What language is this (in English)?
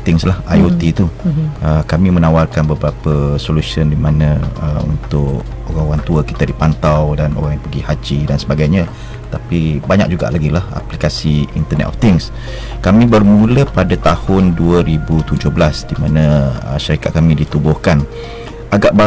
Malay